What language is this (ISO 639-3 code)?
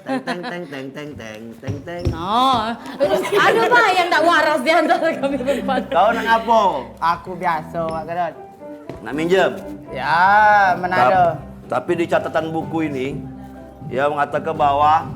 mui